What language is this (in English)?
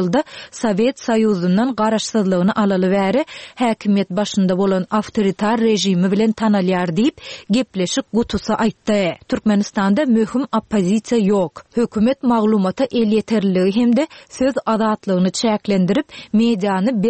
Turkmen